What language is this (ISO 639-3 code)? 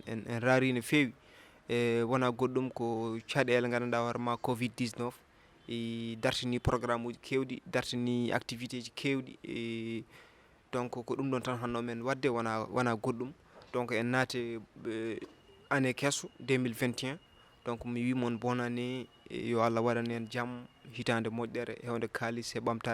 ful